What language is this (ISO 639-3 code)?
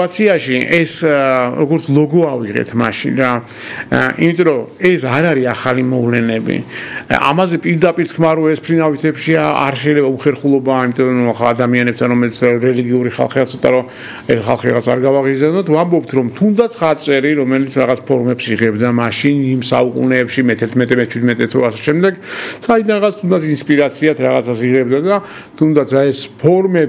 kat